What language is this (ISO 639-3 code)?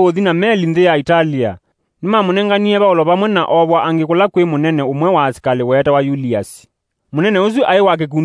kam